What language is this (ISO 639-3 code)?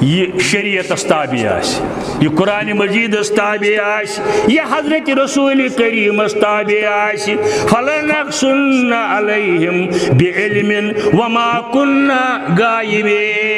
kas